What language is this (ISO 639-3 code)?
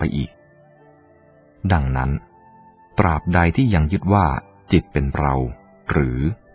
tha